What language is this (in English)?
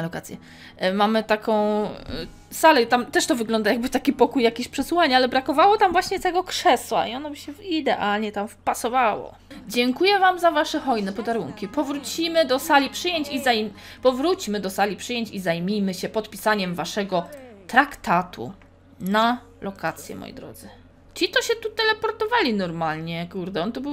Polish